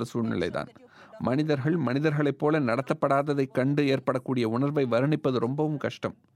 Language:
Tamil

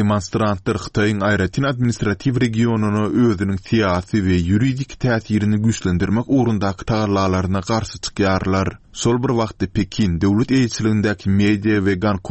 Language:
Turkmen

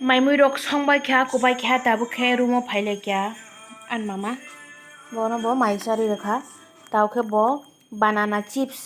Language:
Kok Borok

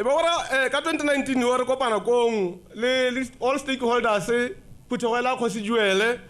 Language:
Tswana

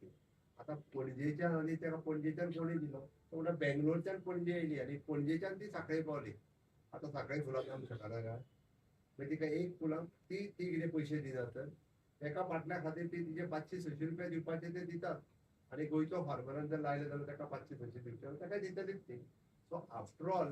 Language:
Konkani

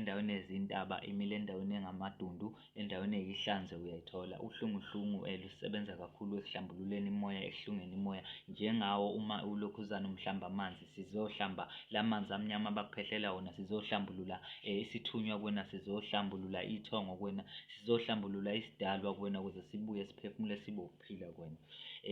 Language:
Zulu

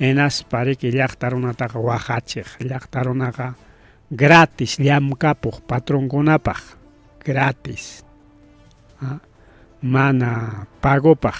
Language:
Ayacucho Quechua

